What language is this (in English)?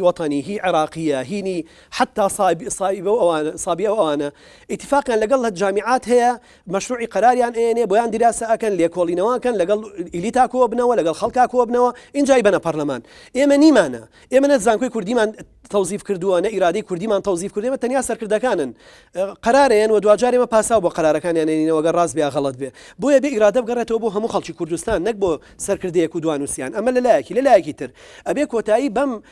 Central Kurdish